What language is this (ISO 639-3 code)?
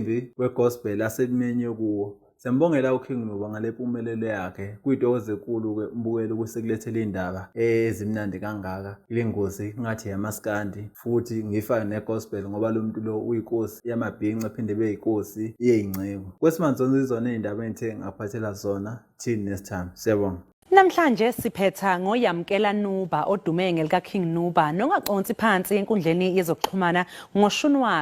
zul